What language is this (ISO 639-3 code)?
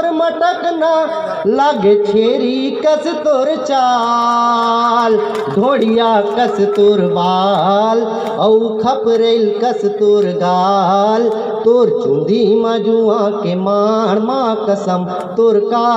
hne